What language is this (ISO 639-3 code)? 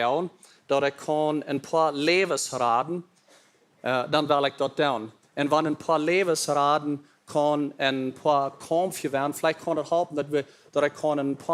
pdt